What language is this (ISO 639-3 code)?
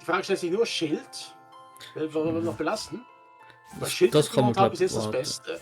gsw